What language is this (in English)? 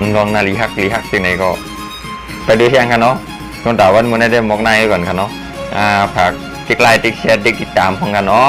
Shan